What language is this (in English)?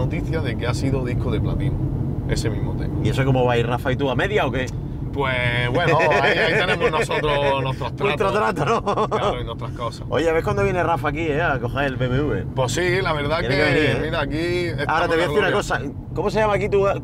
Spanish